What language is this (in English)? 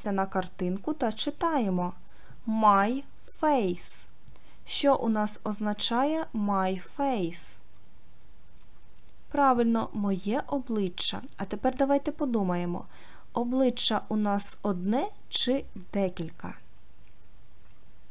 Ukrainian